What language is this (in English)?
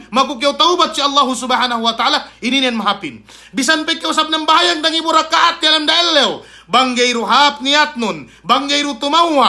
Yakan